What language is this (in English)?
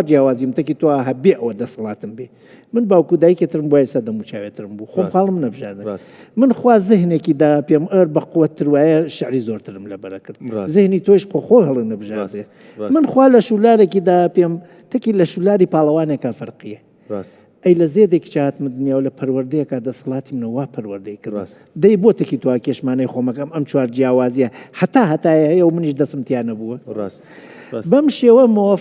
Central Kurdish